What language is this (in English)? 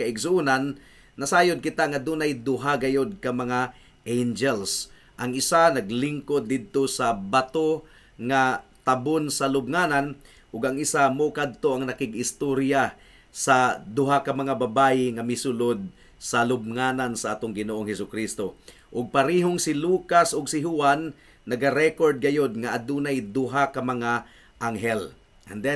Cebuano